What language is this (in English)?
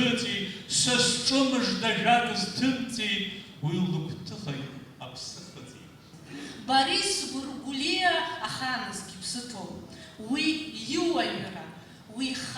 Abkhazian